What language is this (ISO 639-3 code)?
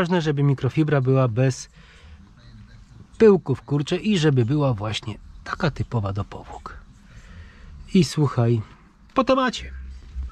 pol